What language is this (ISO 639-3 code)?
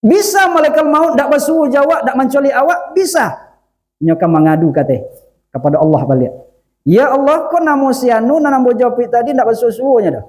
min